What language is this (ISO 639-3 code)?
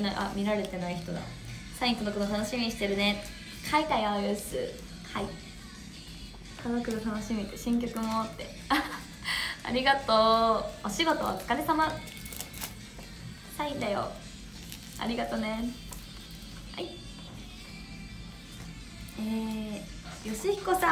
jpn